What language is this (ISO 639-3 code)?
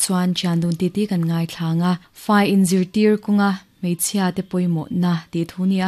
lus